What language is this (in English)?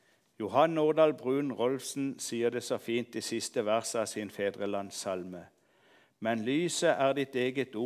Norwegian